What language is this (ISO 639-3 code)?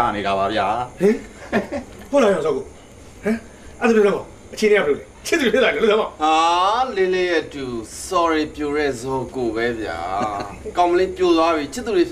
mya